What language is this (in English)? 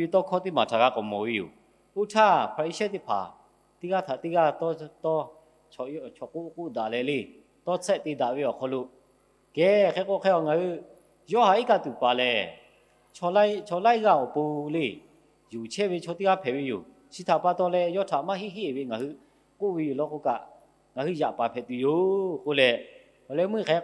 Lahu